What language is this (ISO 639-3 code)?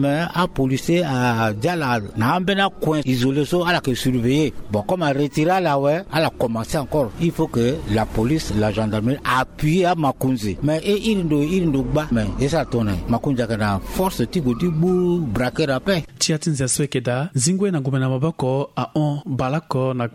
sag